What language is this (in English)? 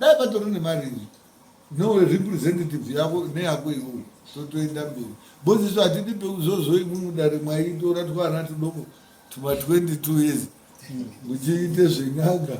Shona